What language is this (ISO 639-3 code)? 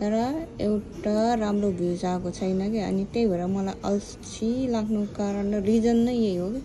nep